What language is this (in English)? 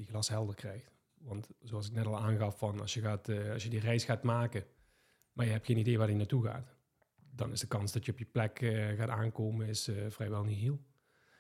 Dutch